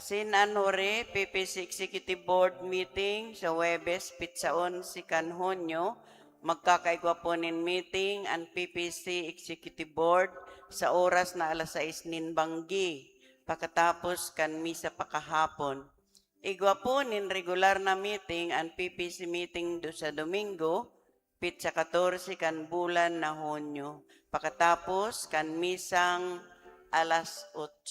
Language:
Bikol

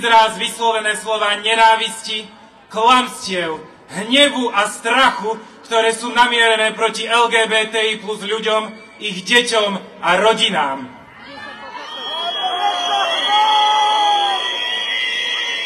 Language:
Slovak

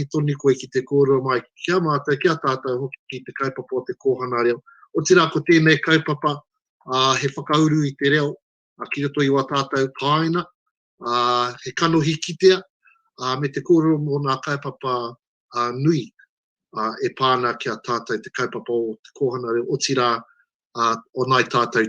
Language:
Māori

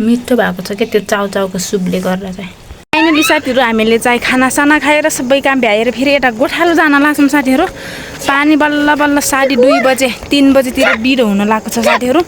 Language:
Nepali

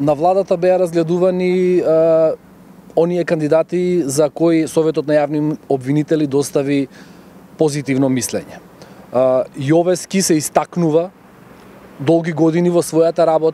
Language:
Macedonian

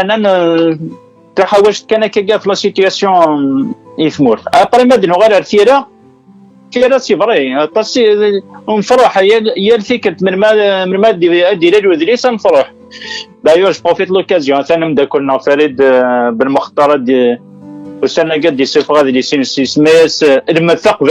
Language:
Kabyle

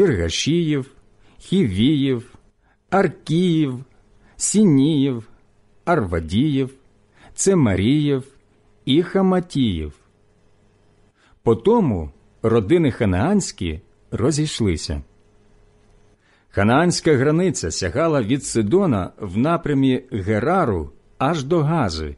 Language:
Ukrainian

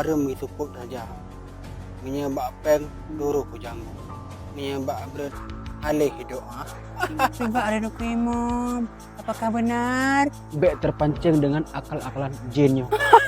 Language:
Achinese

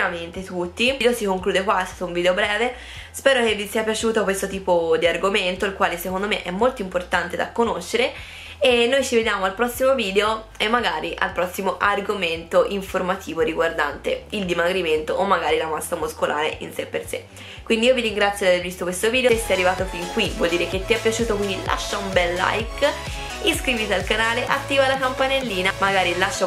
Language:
Italian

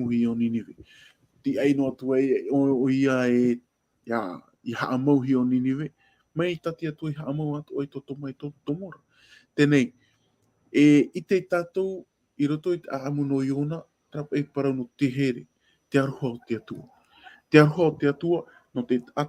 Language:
Tahitian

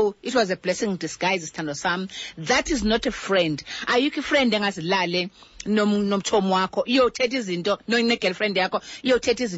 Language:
Xhosa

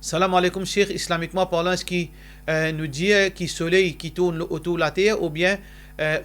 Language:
Morisyen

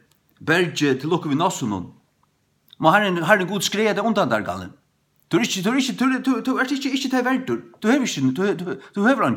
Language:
Faroese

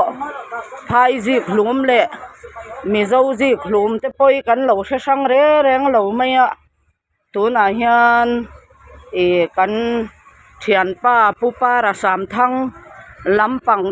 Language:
Mizo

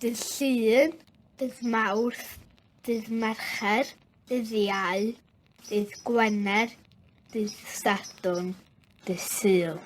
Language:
Welsh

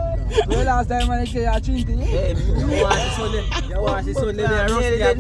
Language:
Jamaican Creole English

